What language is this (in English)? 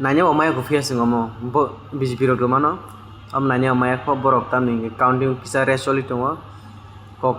Kok Borok